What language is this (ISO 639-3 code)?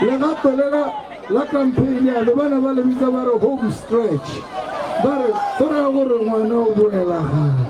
tsn